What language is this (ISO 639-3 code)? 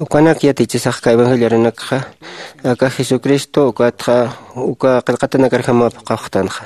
aym